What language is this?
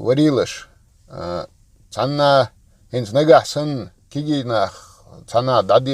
Chechen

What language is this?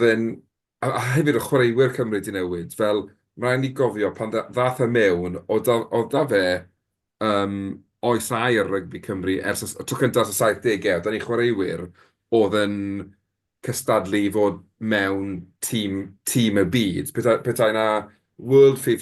Welsh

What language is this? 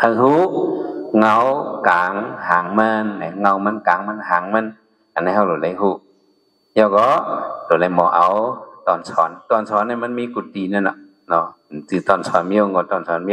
Shan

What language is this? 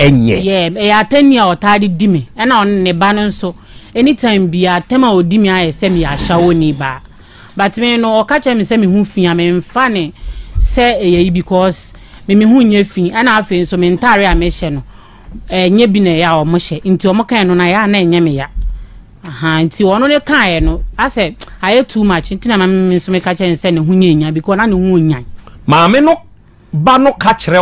Akan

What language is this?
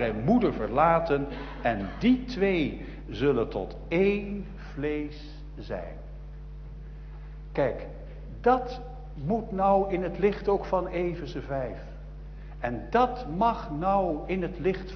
Dutch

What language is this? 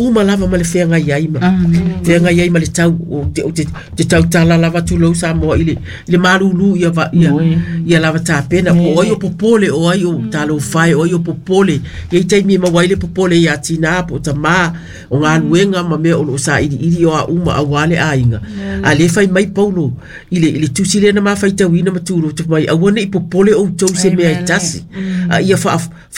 Samoan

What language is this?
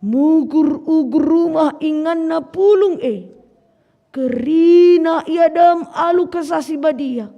Batak Karo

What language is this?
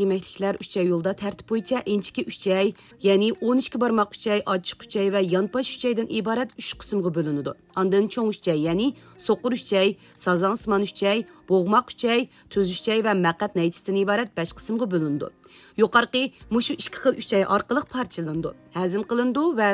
Uyghur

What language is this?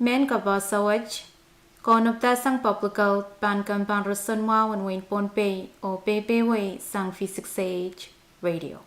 Pohnpeian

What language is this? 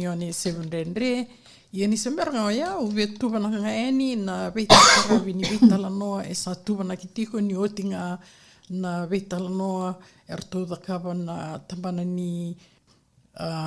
Fijian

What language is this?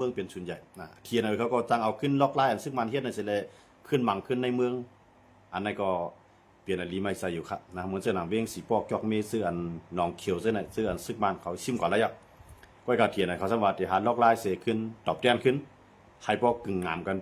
Shan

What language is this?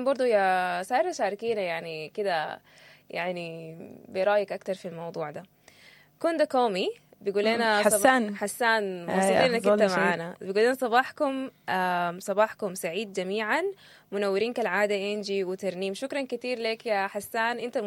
Sudanese Arabic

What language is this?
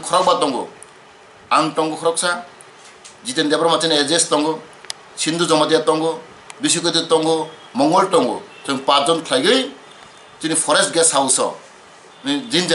Kok Borok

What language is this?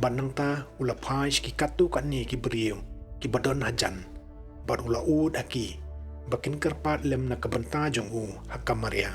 Khasi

